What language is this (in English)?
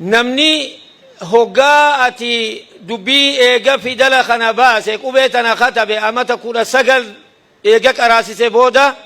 Oromo